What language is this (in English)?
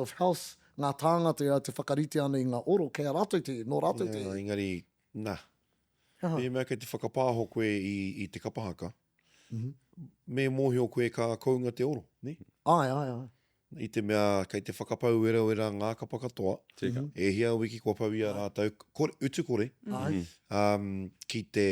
Māori